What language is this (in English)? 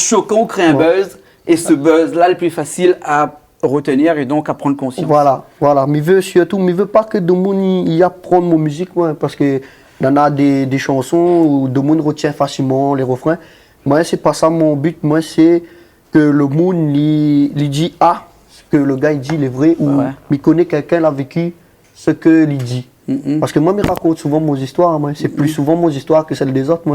Réunion Creole French